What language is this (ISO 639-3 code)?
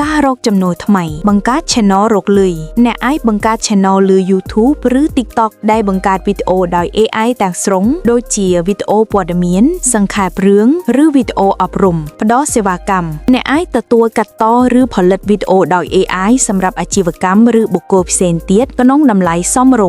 khm